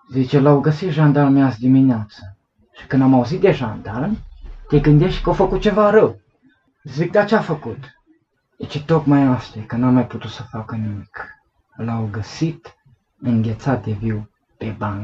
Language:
Romanian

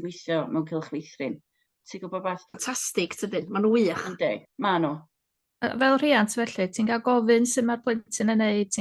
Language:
Welsh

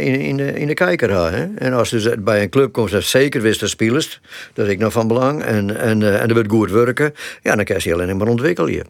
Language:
Western Frisian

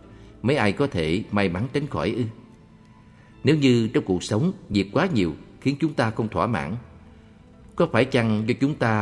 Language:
Vietnamese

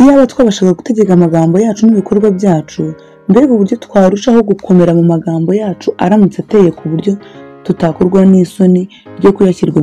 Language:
Kinyarwanda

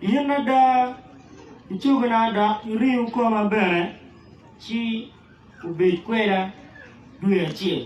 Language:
Acoli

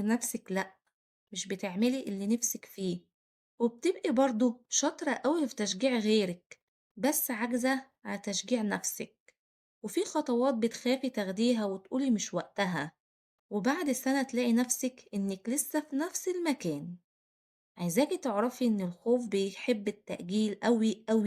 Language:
Egyptian Arabic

